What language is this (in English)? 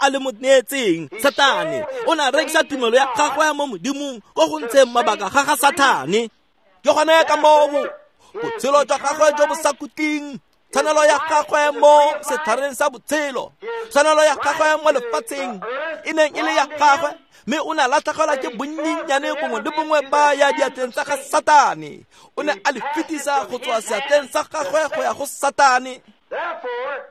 Tswana